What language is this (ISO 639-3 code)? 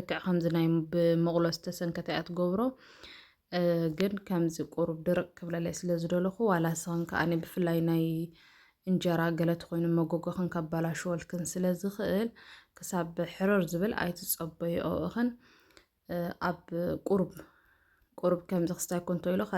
tir